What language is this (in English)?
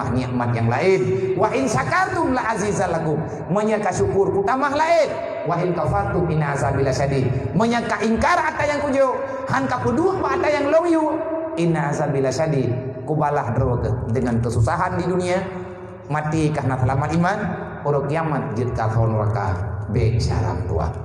Achinese